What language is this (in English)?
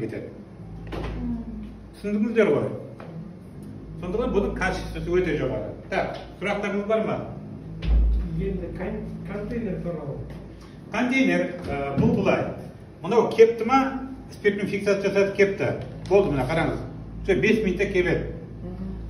Kazakh